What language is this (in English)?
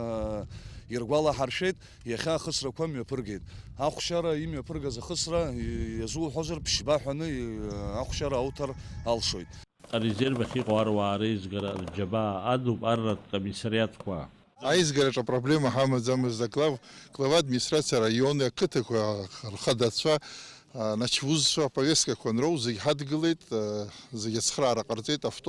Abkhazian